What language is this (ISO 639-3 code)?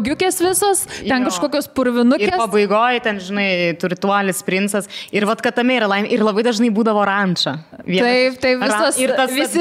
lit